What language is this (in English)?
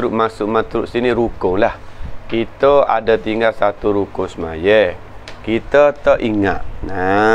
Malay